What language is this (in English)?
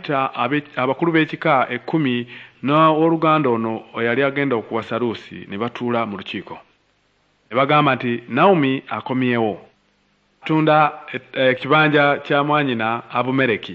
Ganda